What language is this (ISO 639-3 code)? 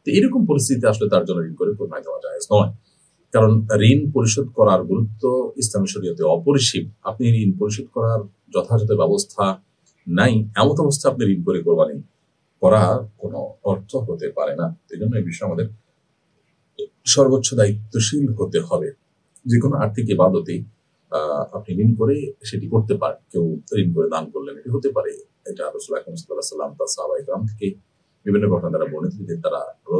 ben